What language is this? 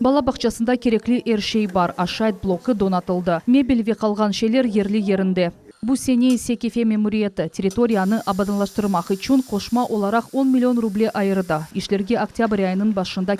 Crimean Tatar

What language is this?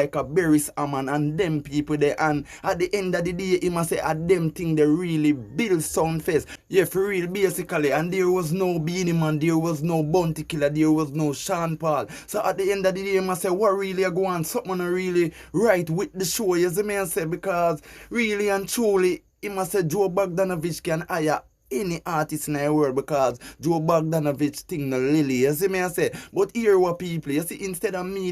Jamaican Creole English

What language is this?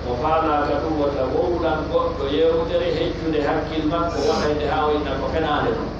Pular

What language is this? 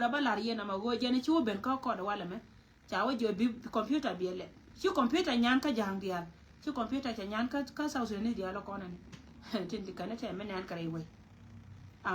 Nuer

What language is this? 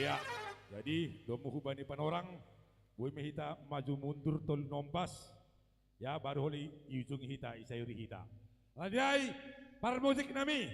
Batak Simalungun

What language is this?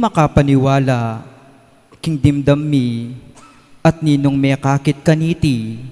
Pampanga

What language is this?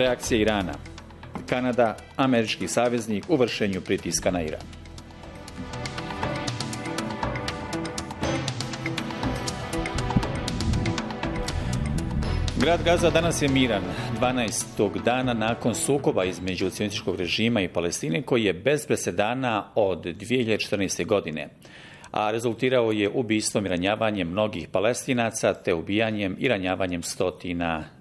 Bosnian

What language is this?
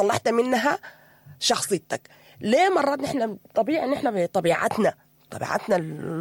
Sudanese Arabic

